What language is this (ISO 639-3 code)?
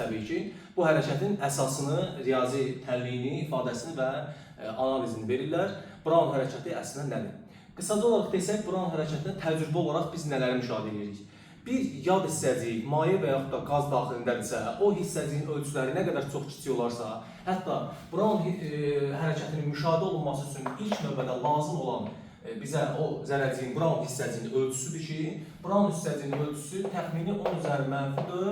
aze